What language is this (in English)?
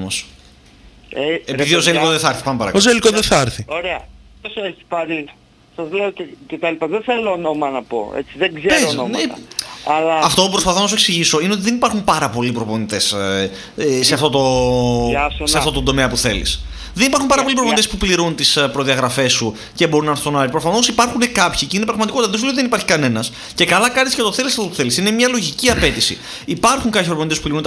Greek